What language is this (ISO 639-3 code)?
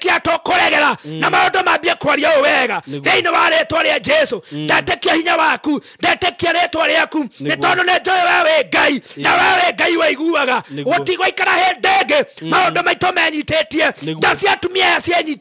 kik